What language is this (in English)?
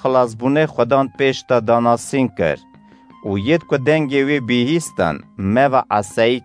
Kurdish